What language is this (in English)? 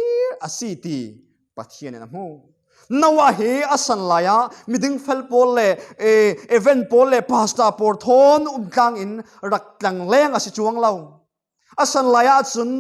Falam Chin